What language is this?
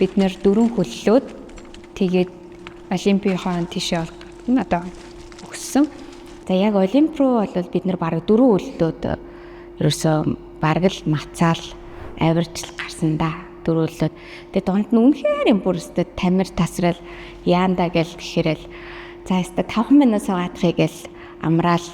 Mongolian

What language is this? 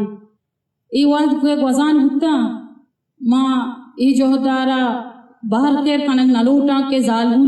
Eastern Balochi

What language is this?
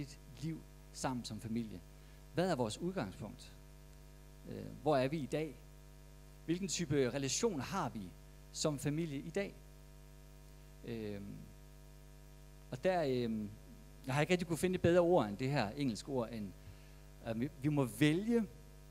Danish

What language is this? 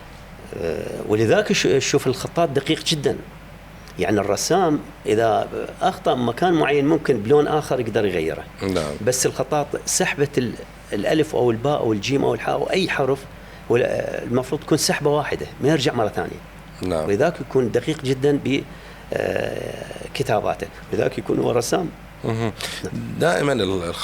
Mesopotamian Arabic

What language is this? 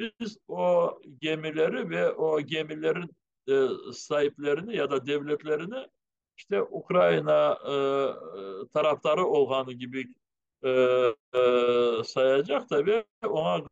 Crimean Tatar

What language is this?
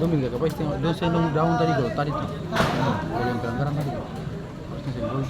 Ambonese Malay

